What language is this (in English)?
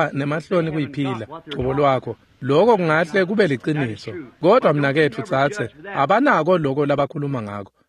Swati